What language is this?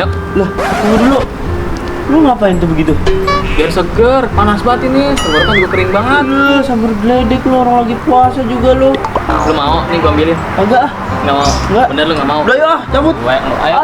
Betawi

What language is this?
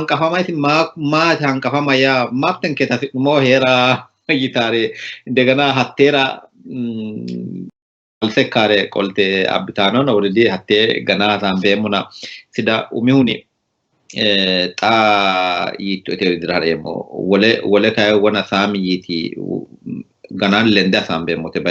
Sidamo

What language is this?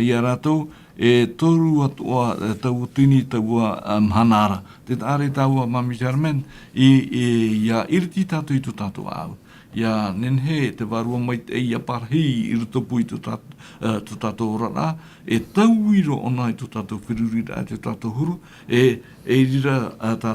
Tahitian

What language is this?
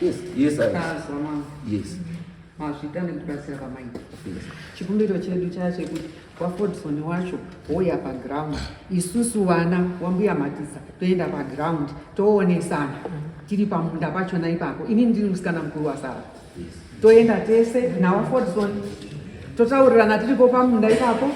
Shona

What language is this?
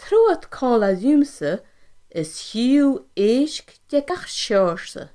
Scottish Gaelic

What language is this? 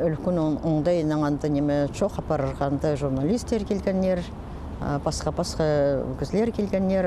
Khakas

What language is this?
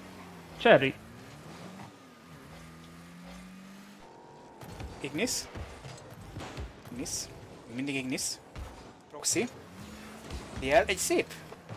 Hungarian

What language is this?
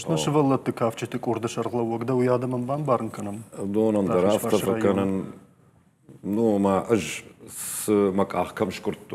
Ossetic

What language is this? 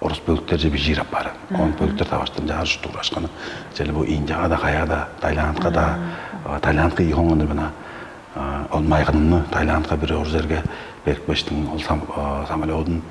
Tuvinian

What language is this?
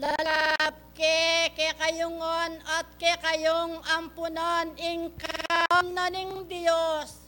Pampanga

